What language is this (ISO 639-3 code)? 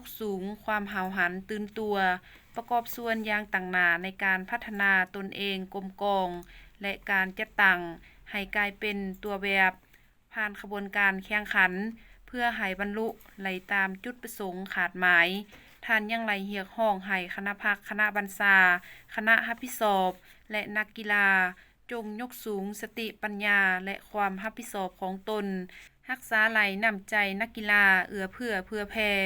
lao